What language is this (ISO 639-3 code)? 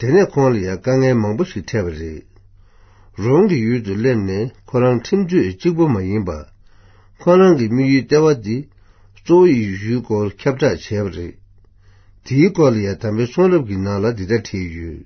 bod